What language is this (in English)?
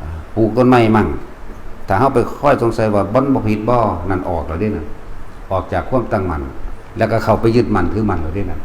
Lao